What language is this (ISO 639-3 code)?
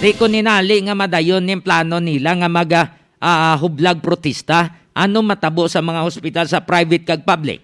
hil